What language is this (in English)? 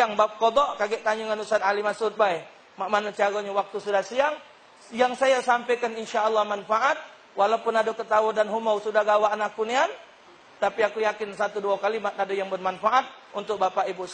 Musi